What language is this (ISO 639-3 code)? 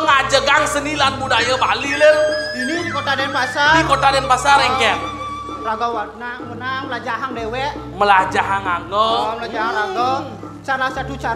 ban